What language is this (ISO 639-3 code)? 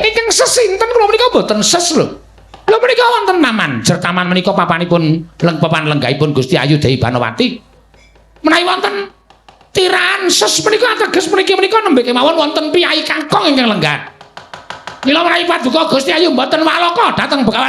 jav